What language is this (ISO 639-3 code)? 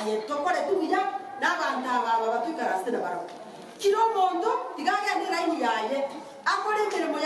guz